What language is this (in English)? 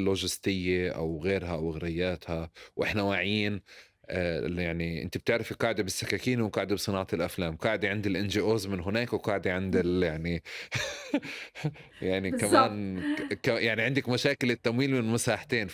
North Levantine Arabic